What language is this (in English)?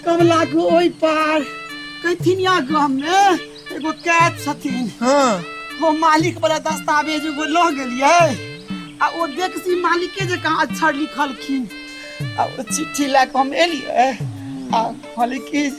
Maithili